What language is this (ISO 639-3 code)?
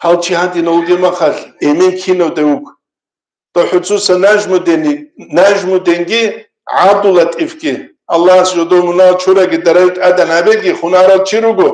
ava